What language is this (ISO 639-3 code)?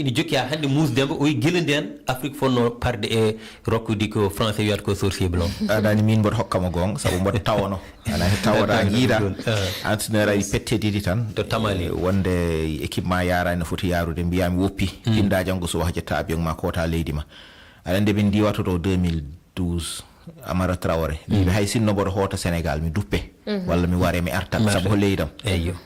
ful